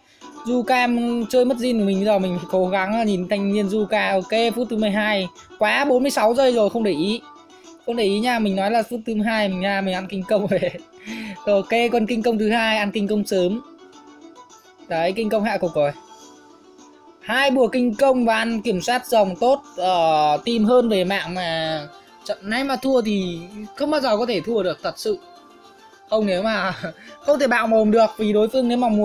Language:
Vietnamese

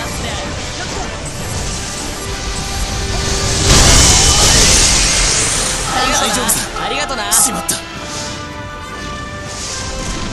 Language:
Japanese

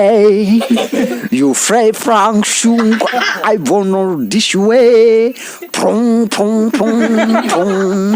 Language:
Riang (India)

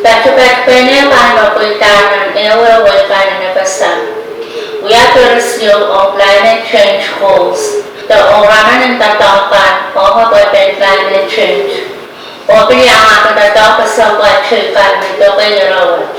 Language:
Pohnpeian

